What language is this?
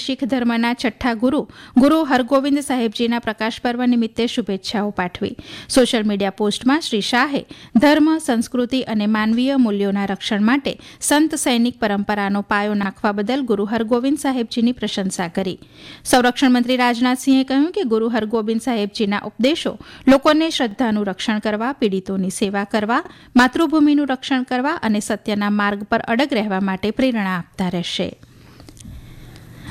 Gujarati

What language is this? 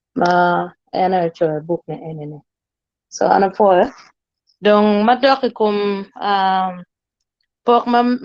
Acoli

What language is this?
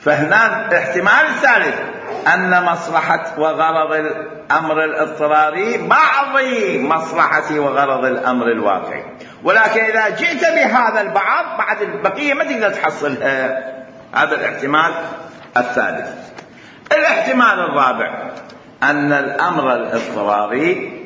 Mesopotamian Arabic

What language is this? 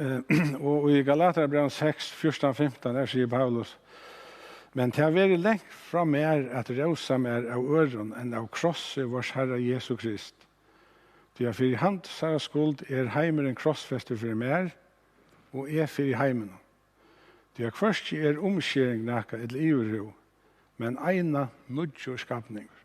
Faroese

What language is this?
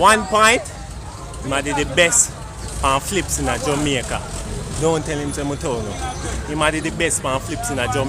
Jamaican Creole English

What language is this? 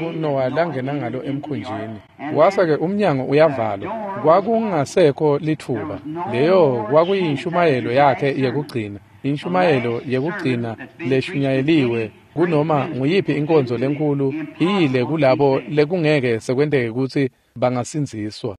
Swati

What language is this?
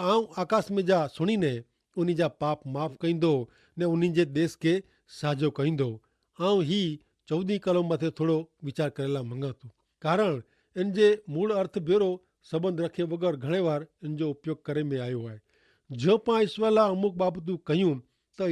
Kachhi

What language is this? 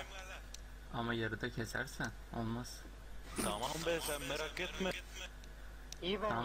Turkish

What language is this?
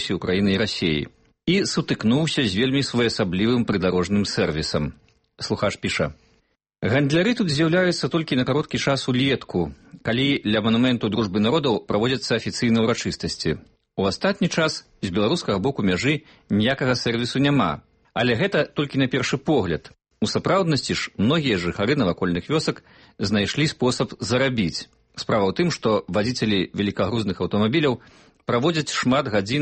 Belarusian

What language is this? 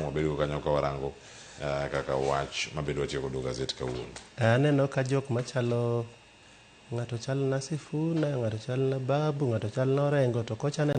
Luo (Kenya and Tanzania)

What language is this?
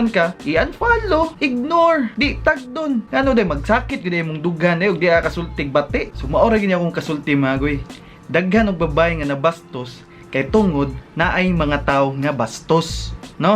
Cebuano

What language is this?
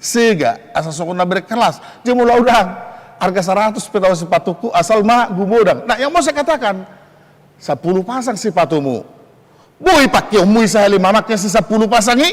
Batak Toba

